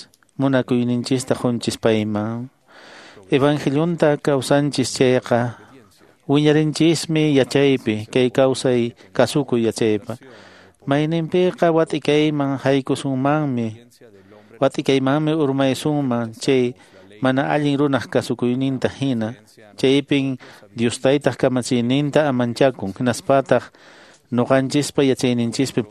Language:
Quechua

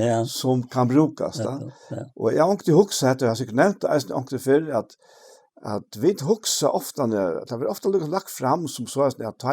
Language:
Faroese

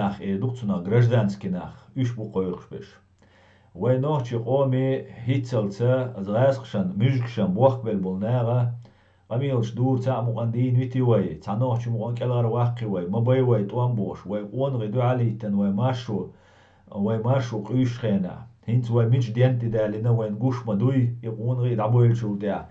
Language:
Chechen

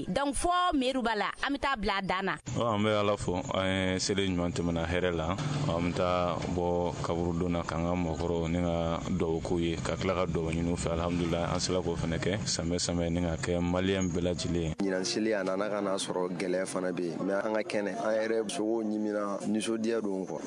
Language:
Bambara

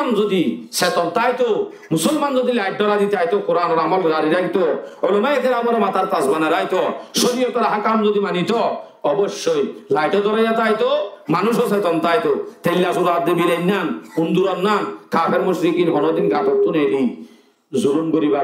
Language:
Rohingya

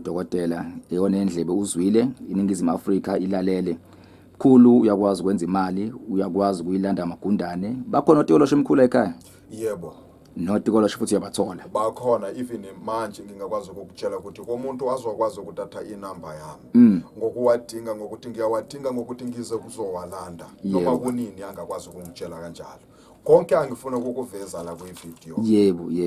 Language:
Zulu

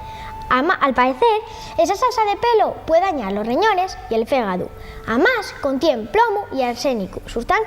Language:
Asturian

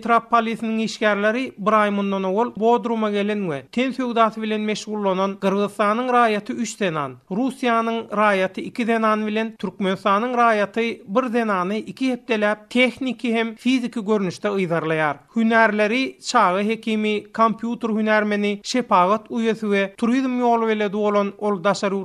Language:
Turkmen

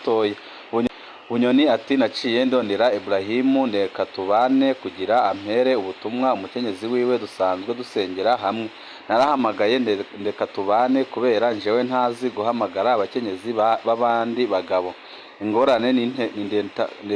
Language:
Rundi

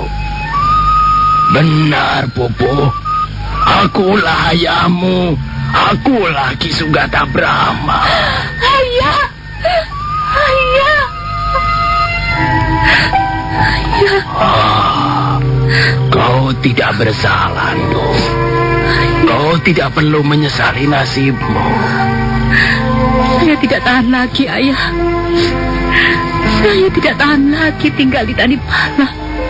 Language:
Indonesian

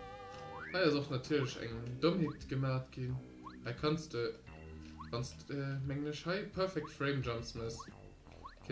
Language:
Luxembourgish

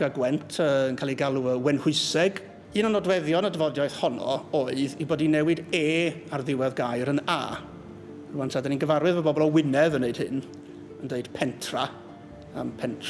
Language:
Welsh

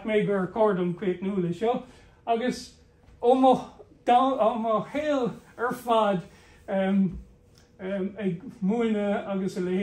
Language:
Irish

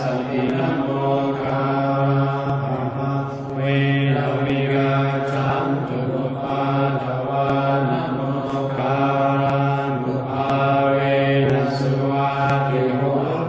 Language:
Pali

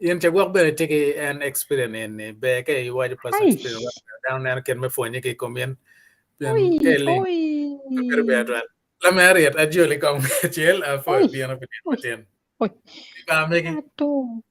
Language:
Acoli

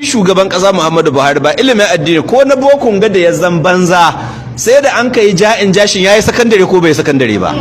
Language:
Hausa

